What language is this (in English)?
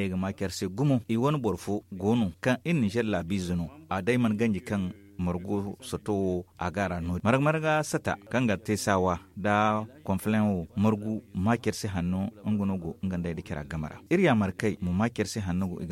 Zarma